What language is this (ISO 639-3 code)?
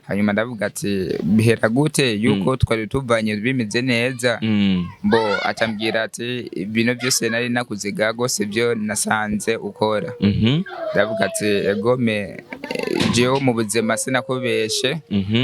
run